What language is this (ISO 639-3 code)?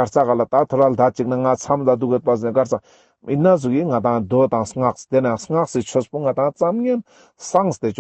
lbj